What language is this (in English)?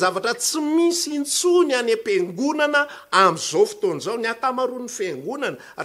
Malagasy